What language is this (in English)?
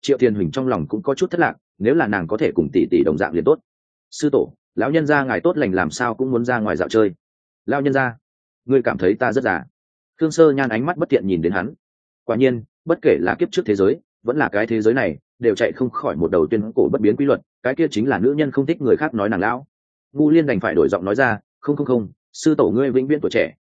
Vietnamese